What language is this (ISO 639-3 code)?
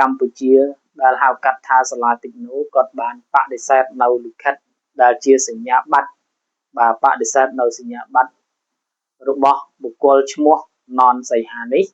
khm